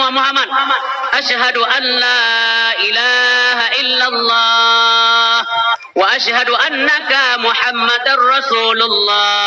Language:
Achinese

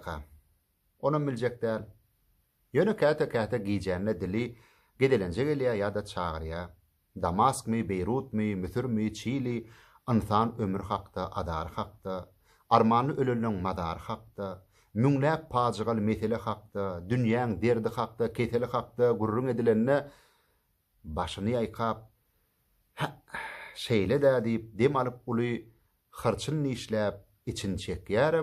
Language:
Turkmen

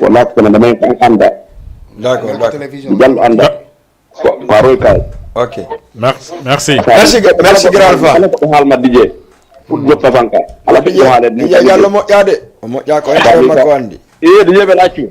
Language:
Fula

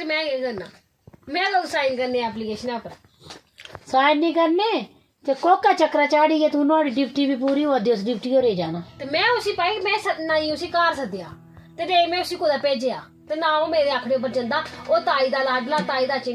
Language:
Dogri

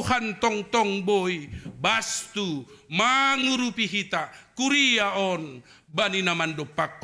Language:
Batak Simalungun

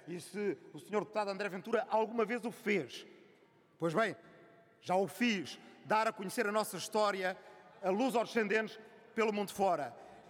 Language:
Portuguese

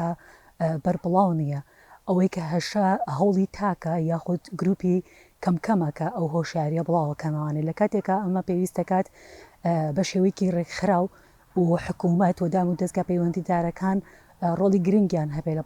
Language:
Central Kurdish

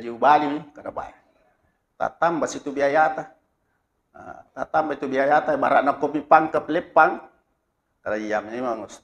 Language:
Buginese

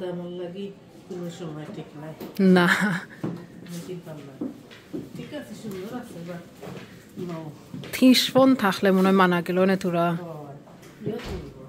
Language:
Sylheti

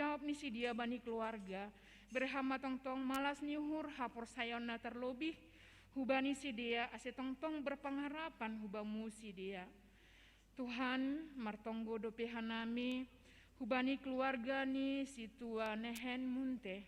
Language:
Batak Simalungun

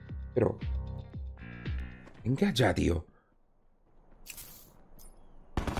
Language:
Spanish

